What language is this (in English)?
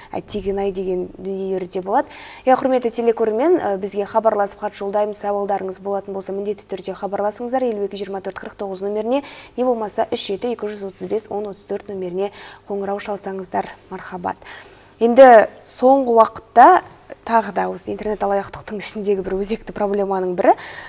Kazakh